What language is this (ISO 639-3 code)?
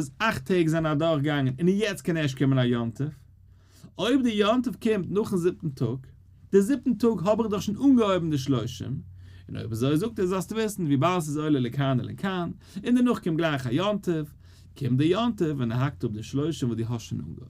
yid